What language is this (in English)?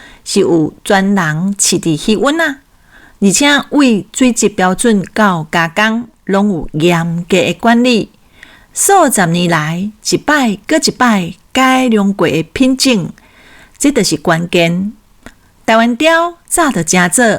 Min Nan Chinese